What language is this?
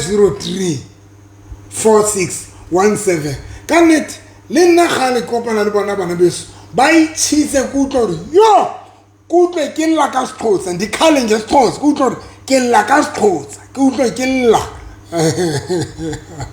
Southern Sotho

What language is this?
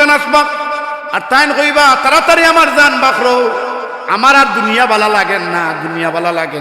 Sylheti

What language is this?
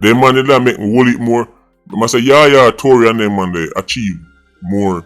Jamaican Creole English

